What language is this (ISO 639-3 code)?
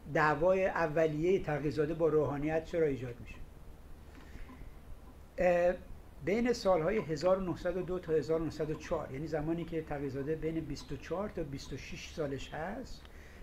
fas